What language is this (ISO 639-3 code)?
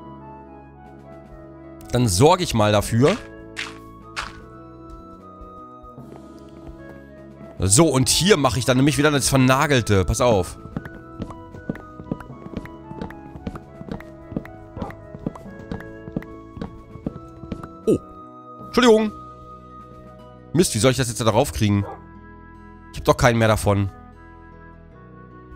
deu